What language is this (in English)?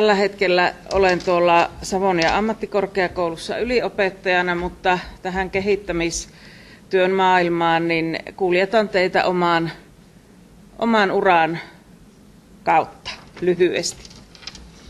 Finnish